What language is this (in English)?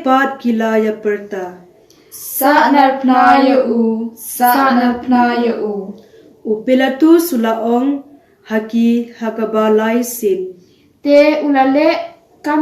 Khasi